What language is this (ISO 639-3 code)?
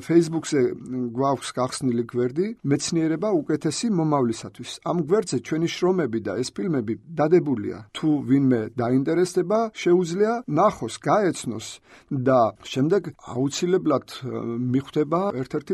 kat